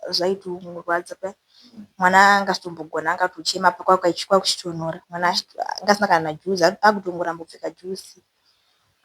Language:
Shona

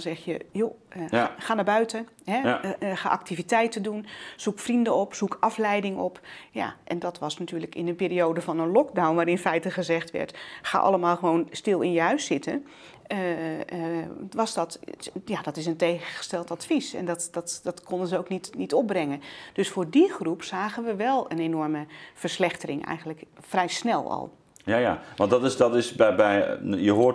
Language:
Dutch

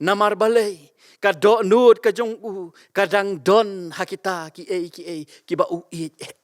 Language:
Khasi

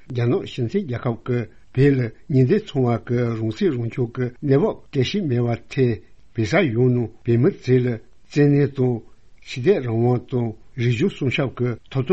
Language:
Tibetan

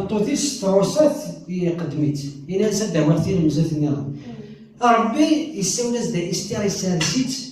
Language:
Kabyle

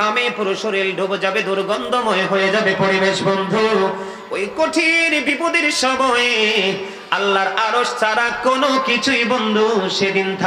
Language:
Bangla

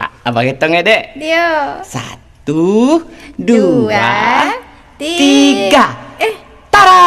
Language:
Minangkabau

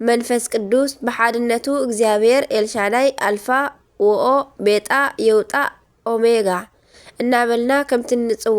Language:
Tigrinya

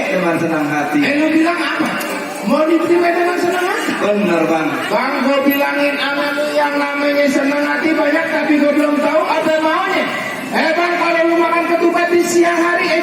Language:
Betawi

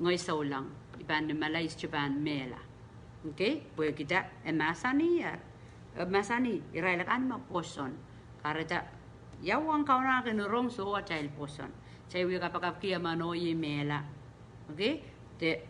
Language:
Pohnpeian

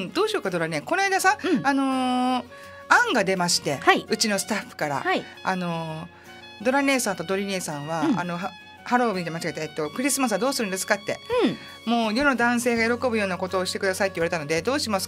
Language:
Japanese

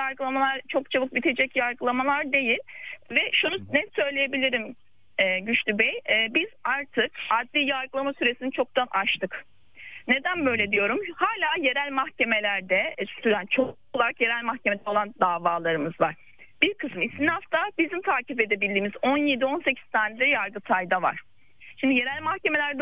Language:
Turkish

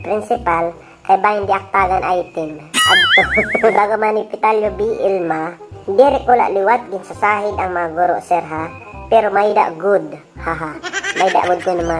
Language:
Waray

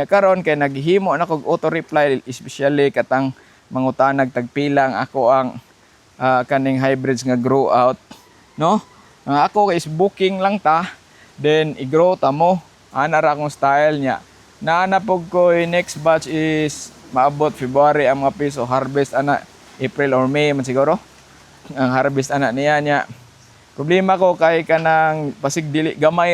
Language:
Cebuano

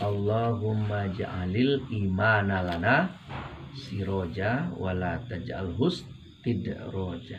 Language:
Minangkabau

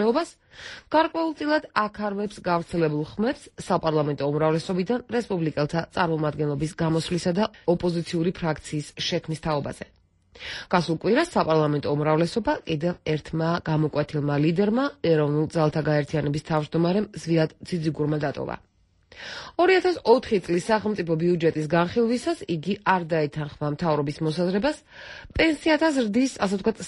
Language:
Georgian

